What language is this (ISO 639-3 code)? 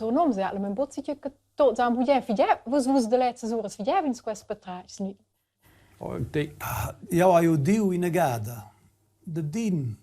roh